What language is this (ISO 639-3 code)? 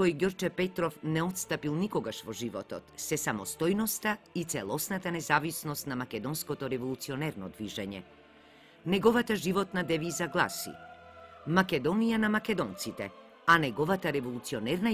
mkd